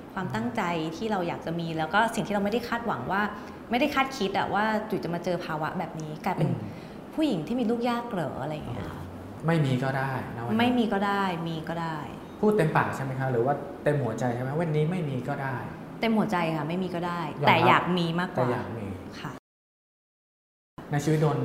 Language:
Thai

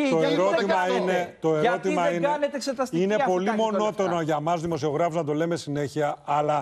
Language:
Greek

